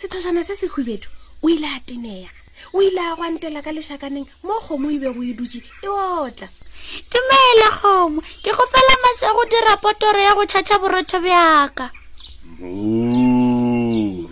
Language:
Northern Sotho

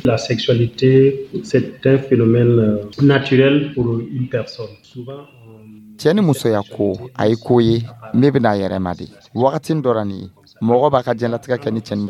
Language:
Dyula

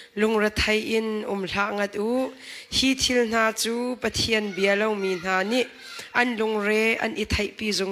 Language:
Hakha Chin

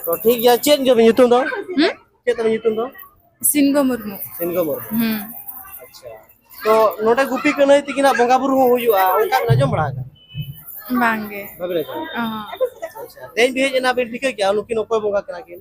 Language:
Santali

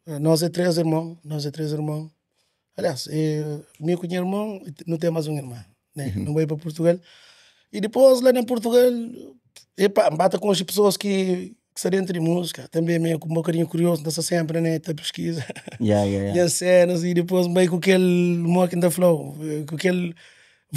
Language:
Kabuverdianu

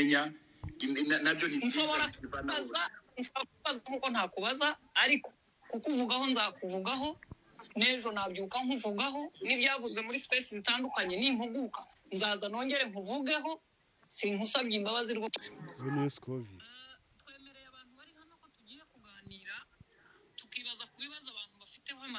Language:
Kinyarwanda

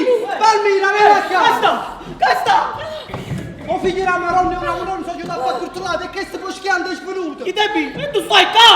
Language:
Neapolitan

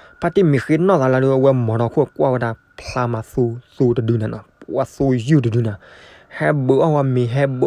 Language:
S'gaw Karen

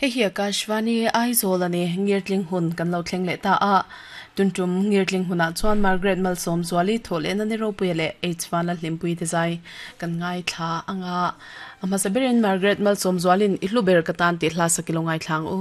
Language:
Mizo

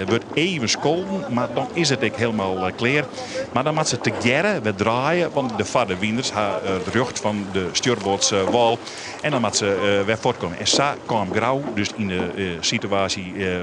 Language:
Western Frisian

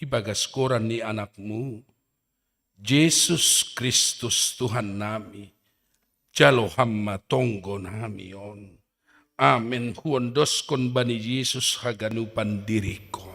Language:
Batak Simalungun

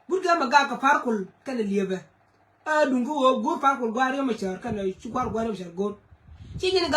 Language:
Nuer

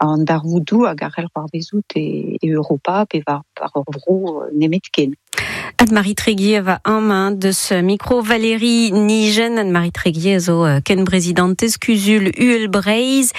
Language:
Breton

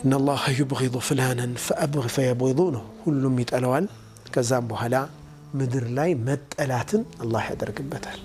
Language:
Amharic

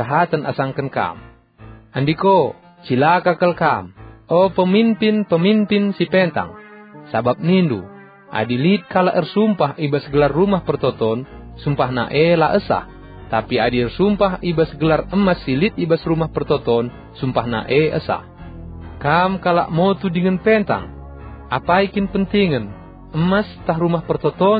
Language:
Batak Karo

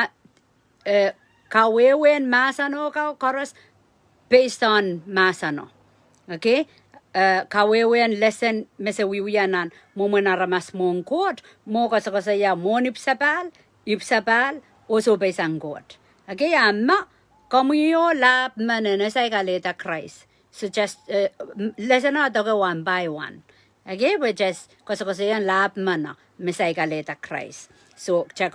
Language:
Pohnpeian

